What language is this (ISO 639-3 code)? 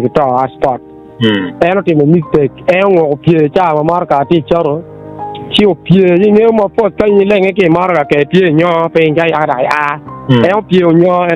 ach